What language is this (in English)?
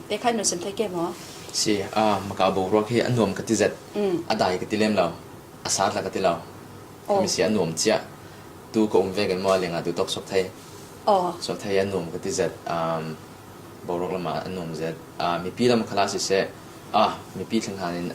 Falam Chin